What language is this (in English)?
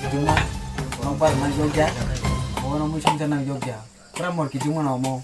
Kok Borok